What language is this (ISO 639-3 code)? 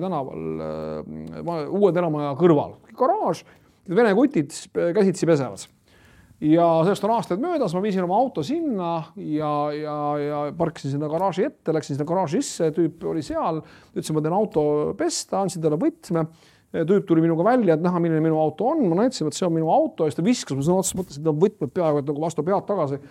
est